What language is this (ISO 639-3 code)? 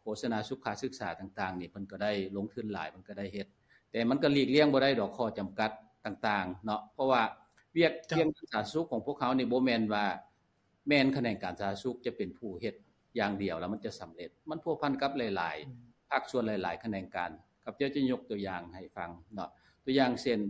lao